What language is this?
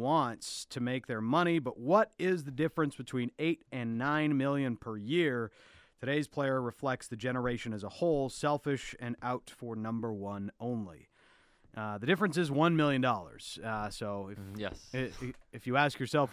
English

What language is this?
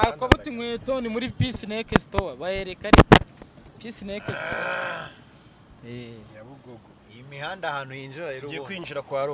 Kinyarwanda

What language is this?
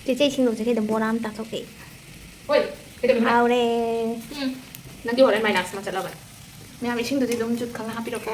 Manipuri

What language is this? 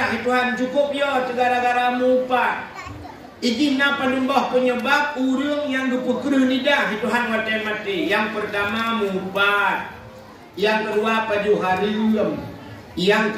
Achinese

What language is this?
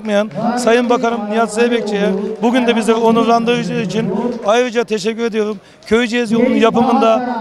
Turkish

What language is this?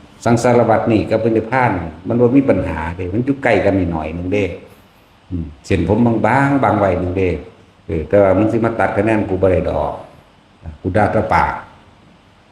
Northeastern Thai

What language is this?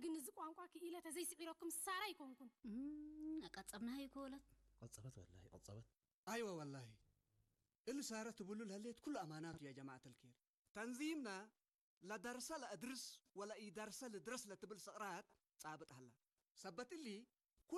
Tigrinya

